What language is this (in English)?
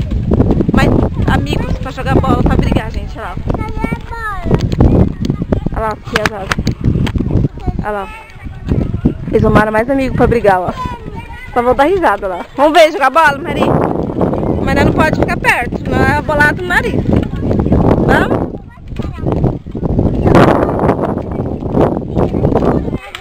Portuguese